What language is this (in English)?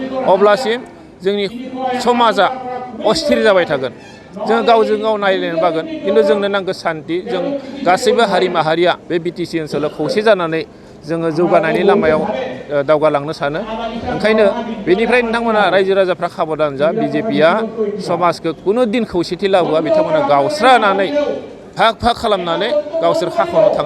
Bodo